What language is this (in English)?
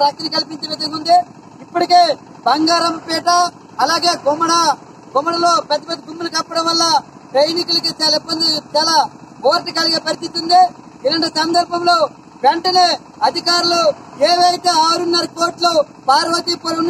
Telugu